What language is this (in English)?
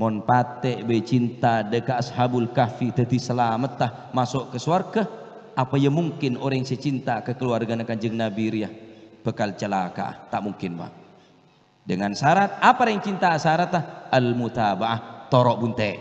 Madurese